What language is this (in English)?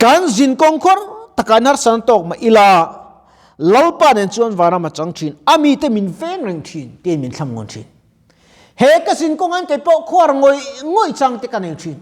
Mizo